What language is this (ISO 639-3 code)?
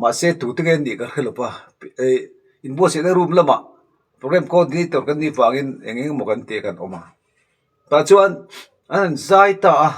lus